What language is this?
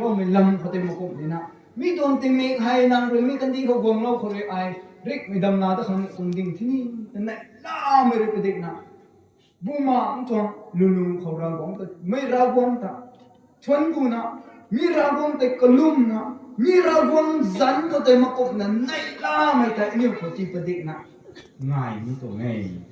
Rongmei Naga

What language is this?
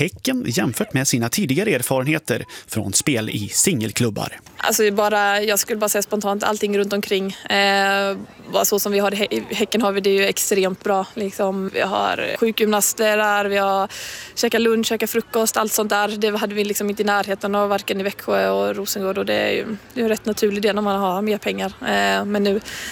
Swedish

